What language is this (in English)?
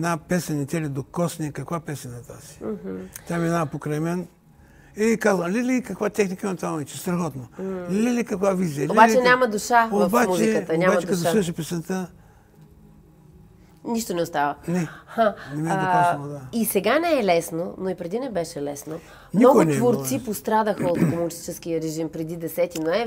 Bulgarian